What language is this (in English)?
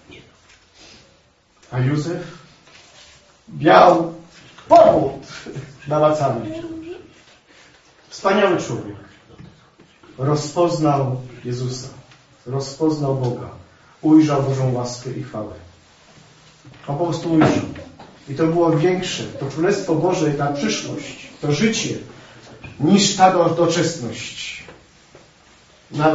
Polish